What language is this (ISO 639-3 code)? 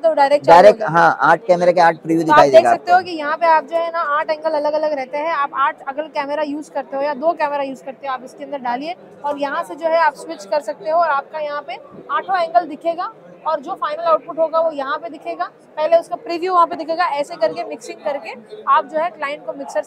hin